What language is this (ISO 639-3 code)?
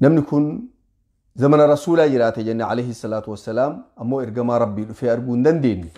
orm